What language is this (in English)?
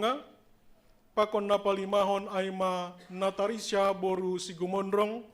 Batak Simalungun